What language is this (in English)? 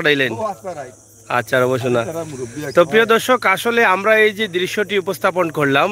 Sylheti